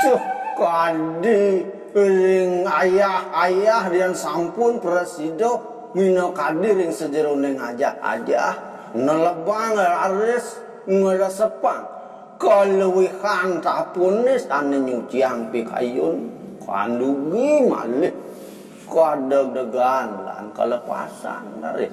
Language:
Balinese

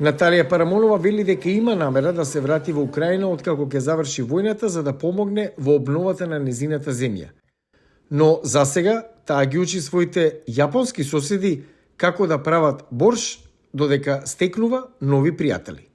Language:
Macedonian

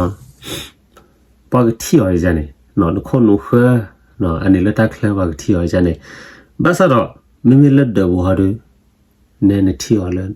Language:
S'gaw Karen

